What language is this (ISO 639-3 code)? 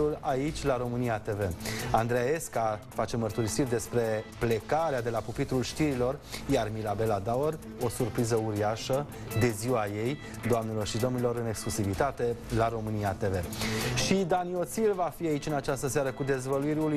ron